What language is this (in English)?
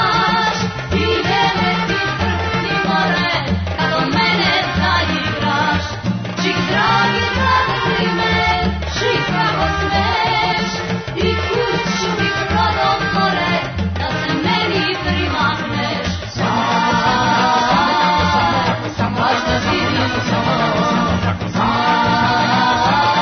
Serbian